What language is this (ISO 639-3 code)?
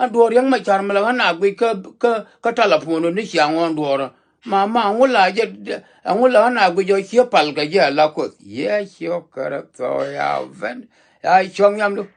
nus